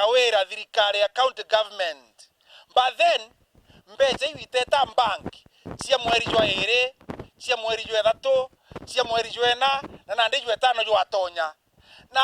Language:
Meru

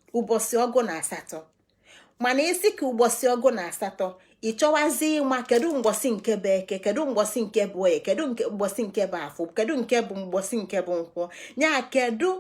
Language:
Igbo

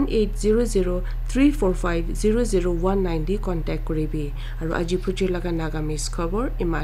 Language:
Naga Pidgin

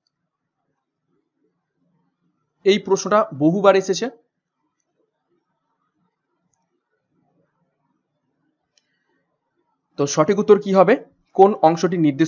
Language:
Bangla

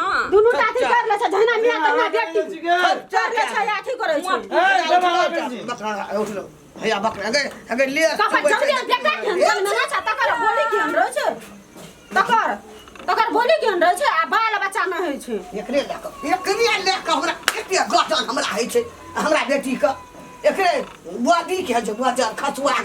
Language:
Maithili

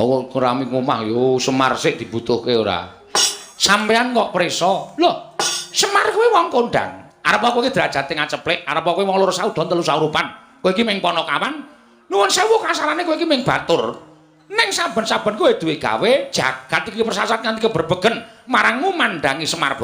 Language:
Javanese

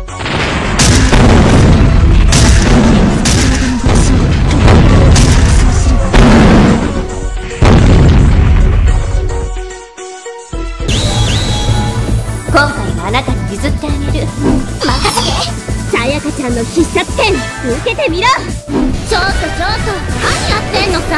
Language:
Japanese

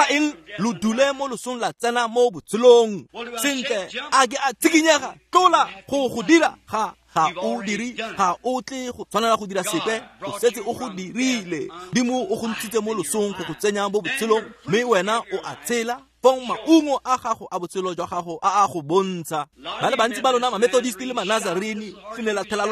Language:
Tswana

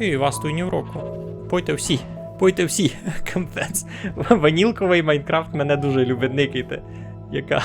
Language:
Rusyn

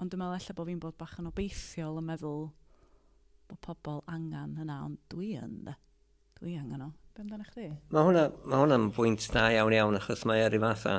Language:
Welsh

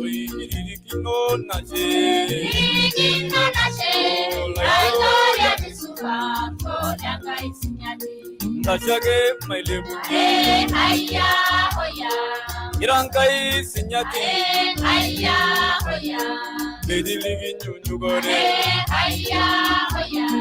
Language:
Masai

